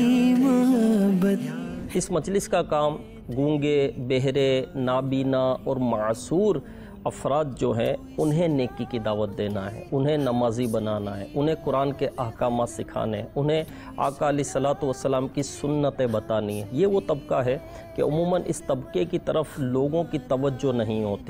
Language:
Urdu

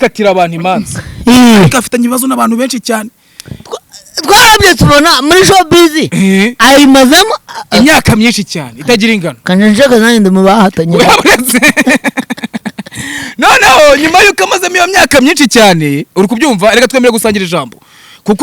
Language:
Kinyarwanda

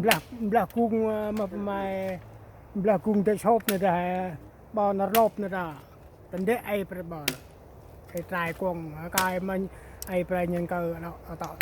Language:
Central Mnong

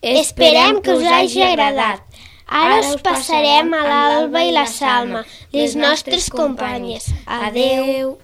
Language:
Catalan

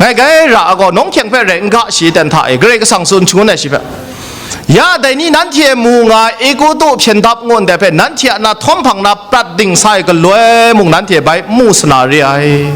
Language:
Kachin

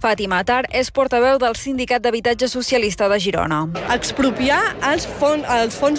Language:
Catalan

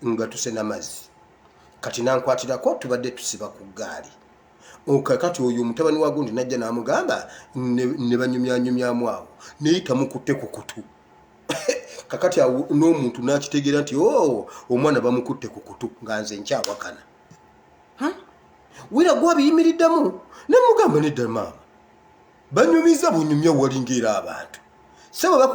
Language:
Ganda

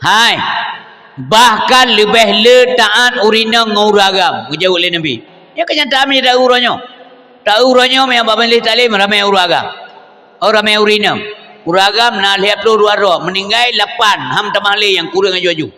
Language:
Achinese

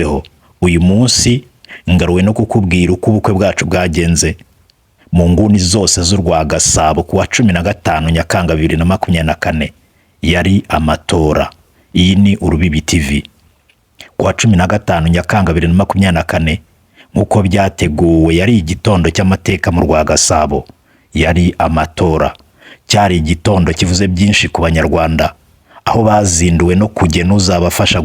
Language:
Kinyarwanda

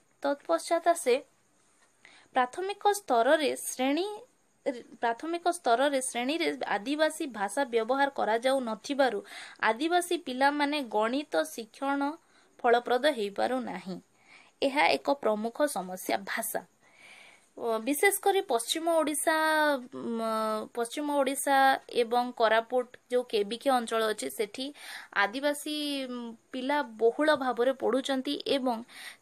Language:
Odia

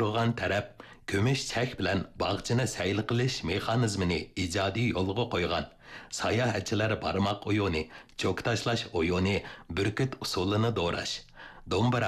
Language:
Uyghur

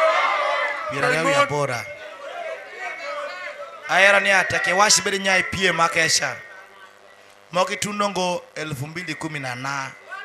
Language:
Swahili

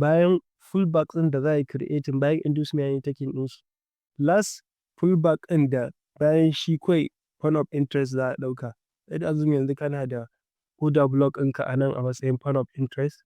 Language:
Hausa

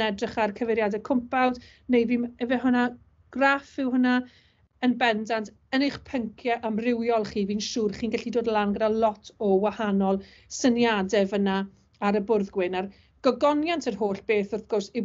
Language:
Welsh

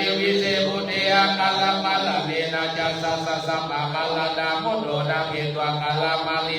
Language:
Pali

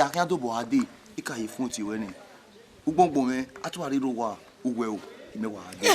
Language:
Bini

